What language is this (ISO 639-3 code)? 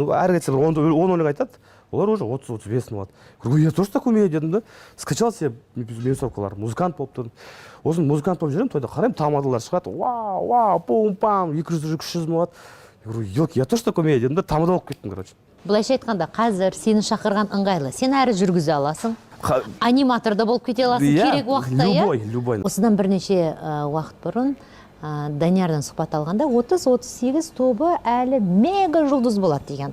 kaz